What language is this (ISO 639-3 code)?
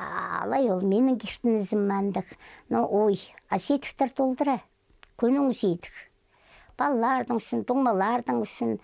kjh